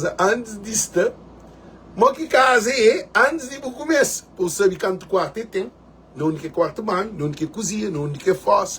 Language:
Kabuverdianu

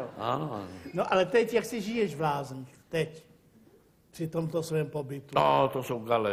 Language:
Czech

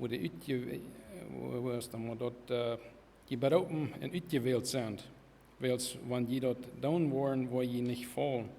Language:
Plautdietsch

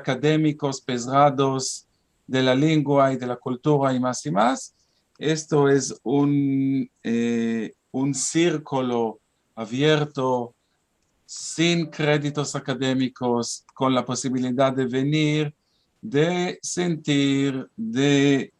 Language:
Ladino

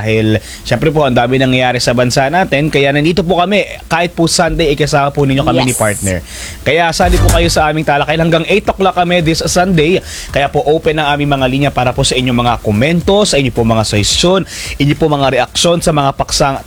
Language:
Filipino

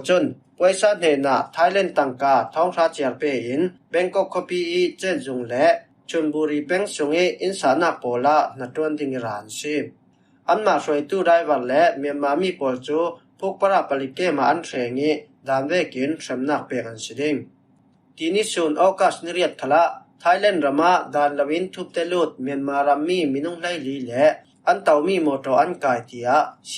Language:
Falam Chin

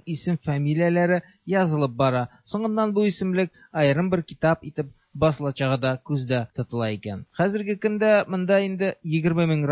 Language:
Tatar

